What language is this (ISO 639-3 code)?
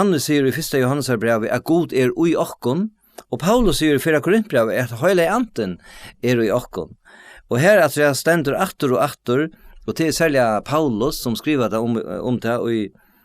fao